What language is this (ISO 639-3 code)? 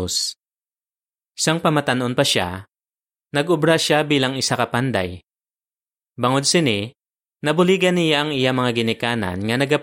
hil